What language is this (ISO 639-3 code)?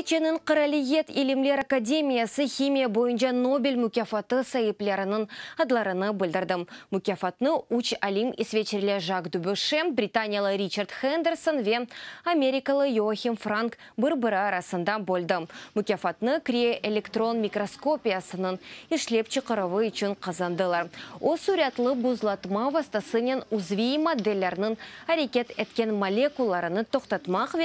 crh